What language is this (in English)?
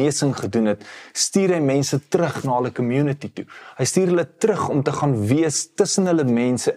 Afrikaans